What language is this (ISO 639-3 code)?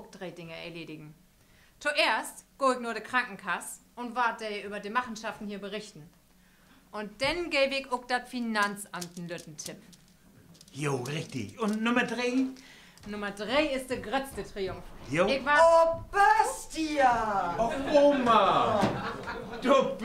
nds